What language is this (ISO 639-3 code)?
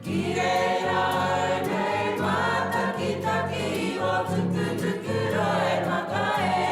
mri